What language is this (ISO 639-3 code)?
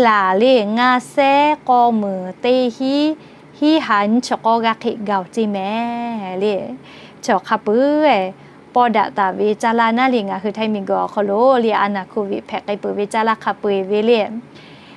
lhu